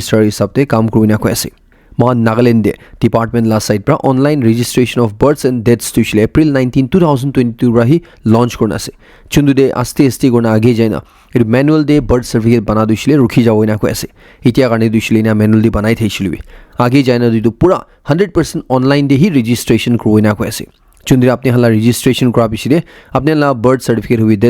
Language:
Naga Pidgin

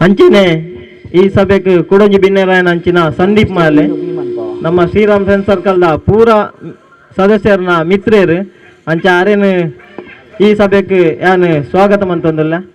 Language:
Tulu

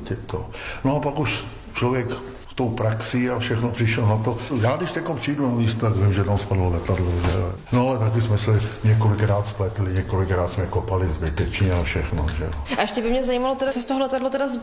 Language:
Czech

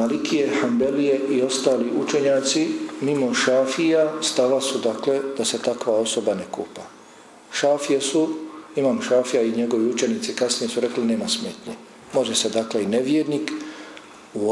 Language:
Bosnian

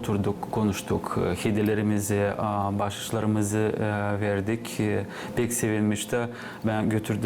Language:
Gagauz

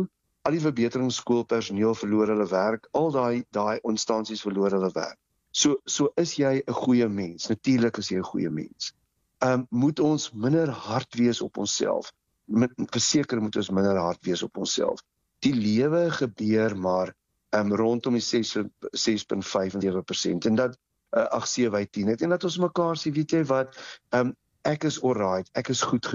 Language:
Afrikaans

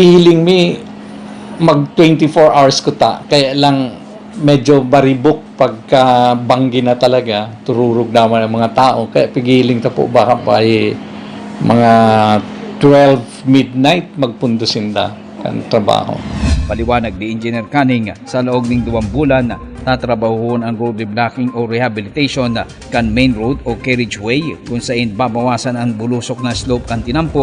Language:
Bikol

